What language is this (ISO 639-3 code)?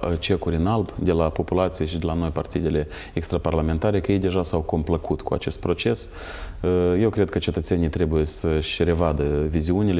ron